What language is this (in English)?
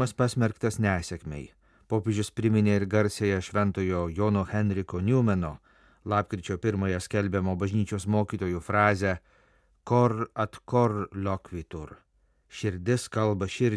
Lithuanian